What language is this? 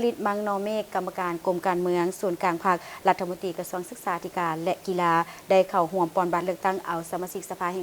Lao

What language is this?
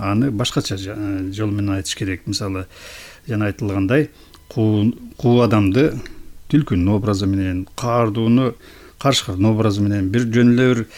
Kyrgyz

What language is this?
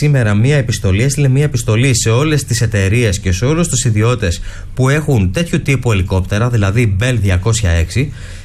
Greek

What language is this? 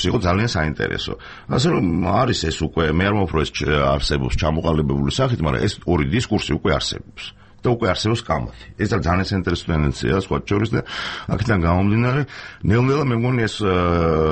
Georgian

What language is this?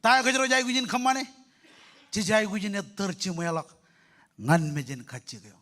Marshallese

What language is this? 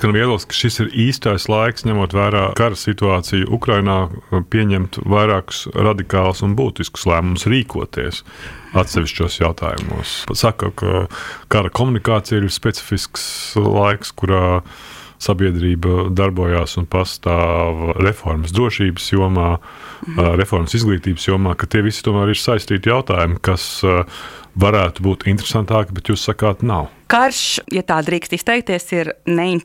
Latvian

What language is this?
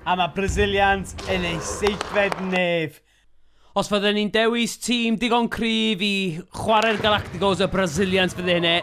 Welsh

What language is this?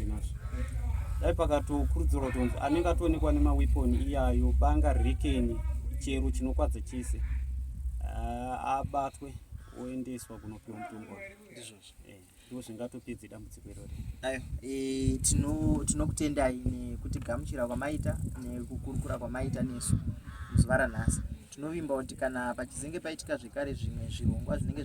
Shona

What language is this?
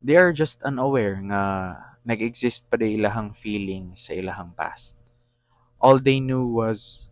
Cebuano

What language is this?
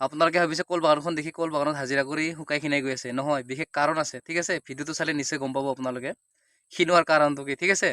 Assamese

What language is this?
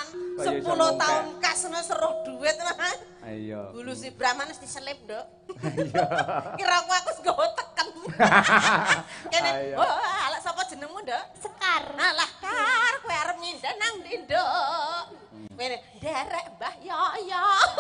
Javanese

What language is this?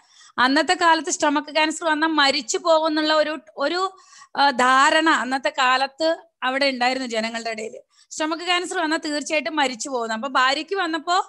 Malayalam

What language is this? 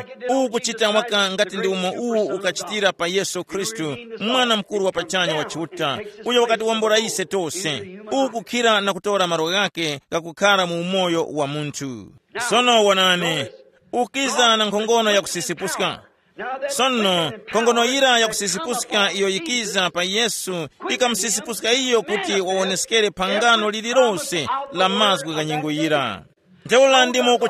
Tumbuka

